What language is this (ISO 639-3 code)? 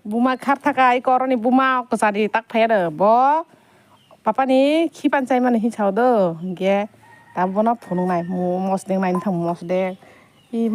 trp